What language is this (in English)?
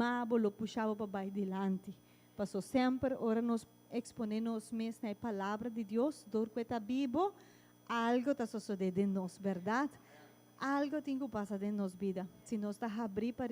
Papiamento